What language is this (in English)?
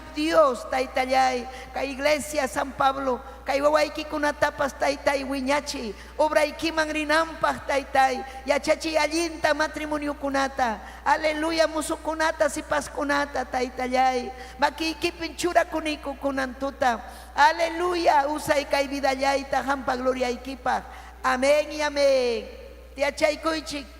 Ayacucho Quechua